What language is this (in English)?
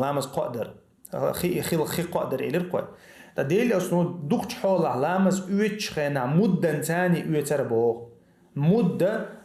Chechen